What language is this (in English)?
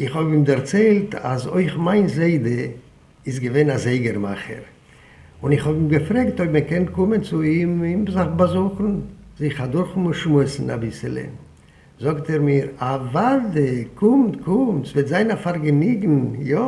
Yiddish